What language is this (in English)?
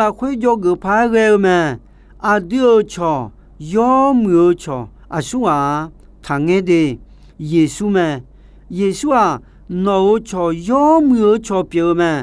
Akha